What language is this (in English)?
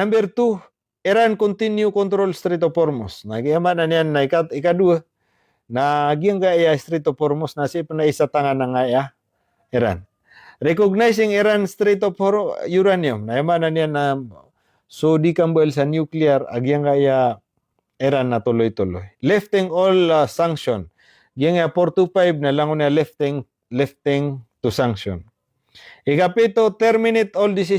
Maranao